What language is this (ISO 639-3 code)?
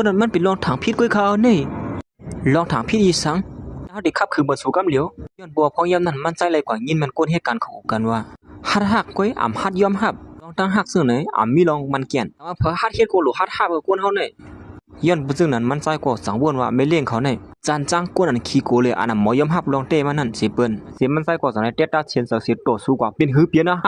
shn